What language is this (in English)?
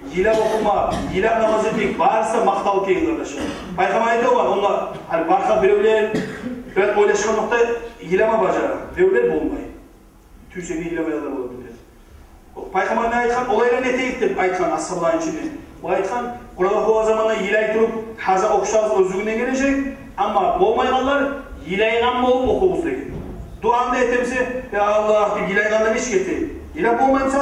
Kumyk